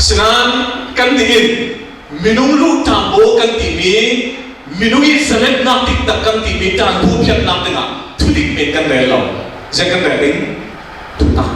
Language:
Falam Chin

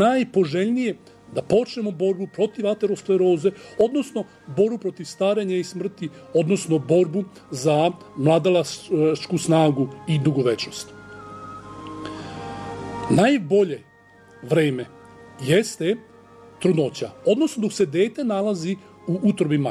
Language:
Serbian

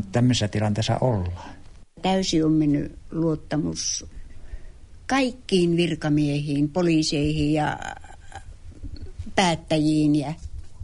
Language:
Finnish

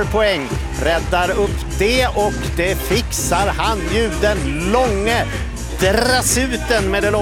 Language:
Swedish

